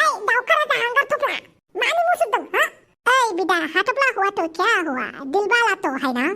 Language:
Bodo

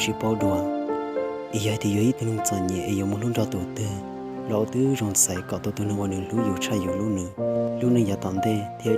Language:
Hmong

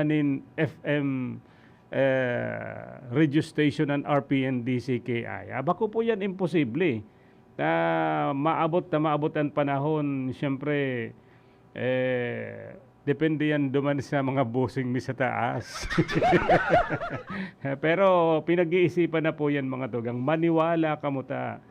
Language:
Bikol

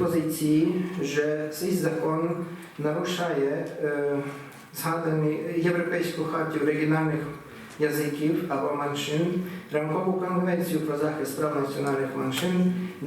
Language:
Rusyn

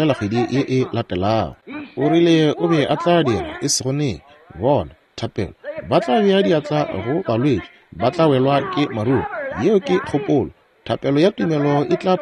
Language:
Northern Sotho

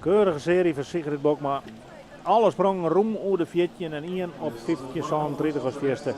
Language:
Western Frisian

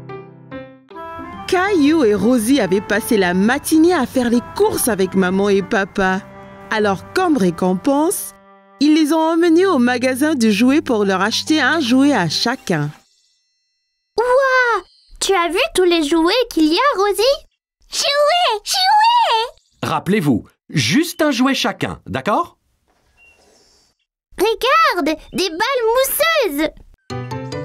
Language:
French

